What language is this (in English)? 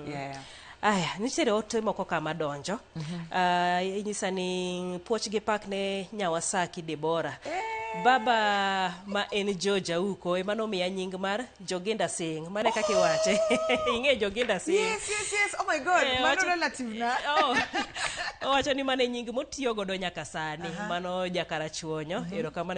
Luo (Kenya and Tanzania)